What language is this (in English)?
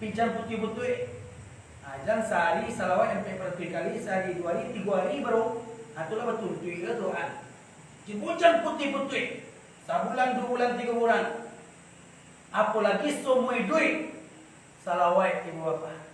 Minangkabau